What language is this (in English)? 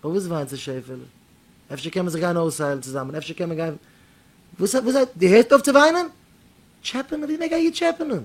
Yiddish